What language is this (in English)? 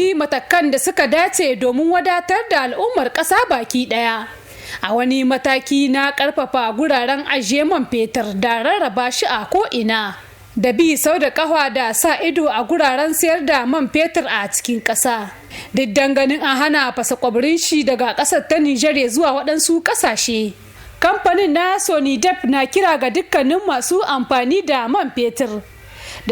Hausa